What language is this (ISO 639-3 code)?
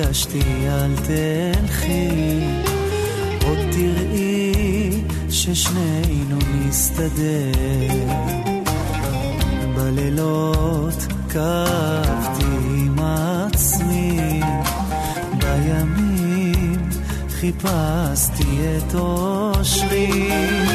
heb